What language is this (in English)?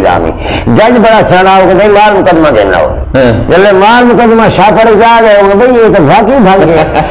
Saraiki